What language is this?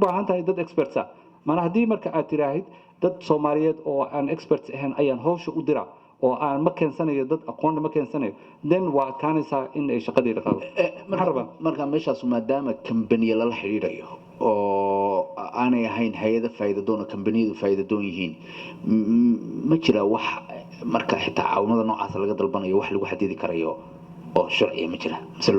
Somali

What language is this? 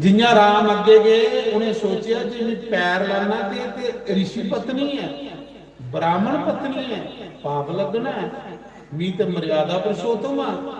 Dogri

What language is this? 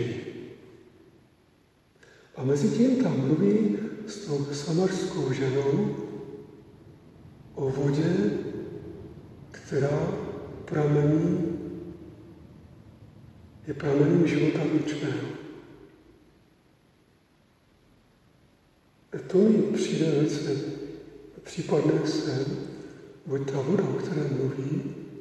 Czech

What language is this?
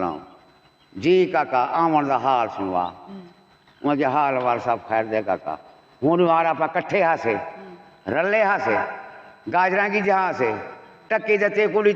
Saraiki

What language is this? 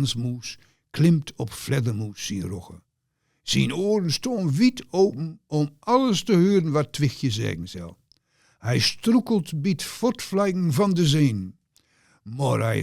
Gronings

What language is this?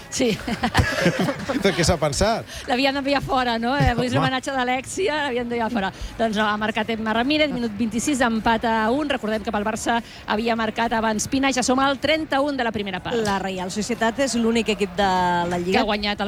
Catalan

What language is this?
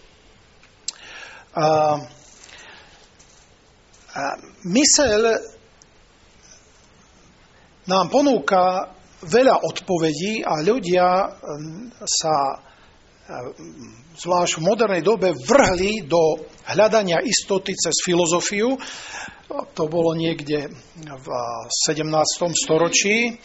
Slovak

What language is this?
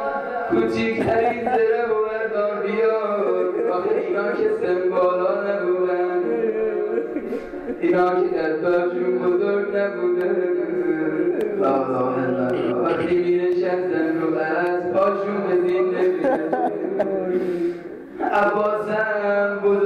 Persian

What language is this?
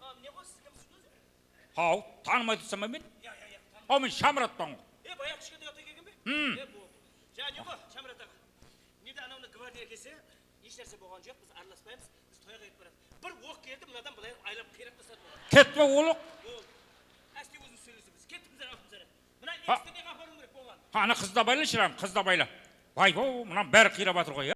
Kara-Kalpak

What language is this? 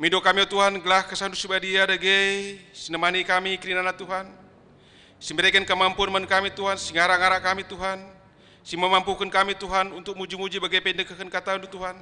Batak Karo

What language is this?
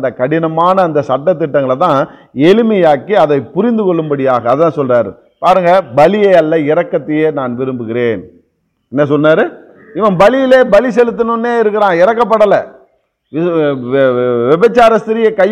Tamil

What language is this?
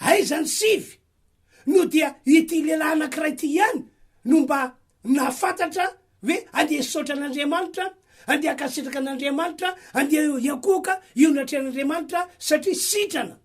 Malagasy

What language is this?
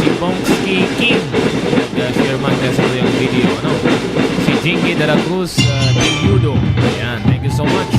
Bikol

